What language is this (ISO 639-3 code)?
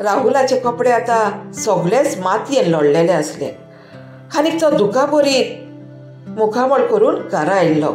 kok